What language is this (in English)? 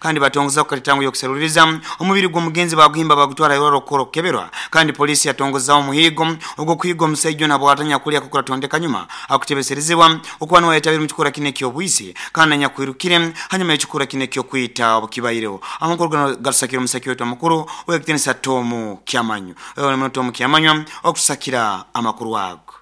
Nyoro